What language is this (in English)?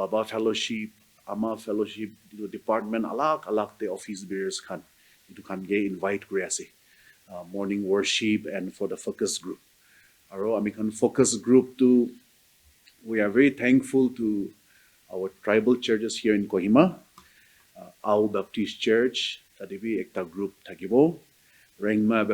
Naga Pidgin